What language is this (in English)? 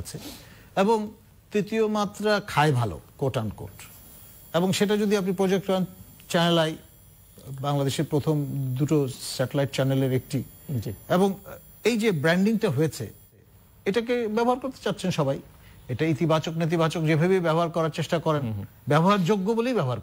Bangla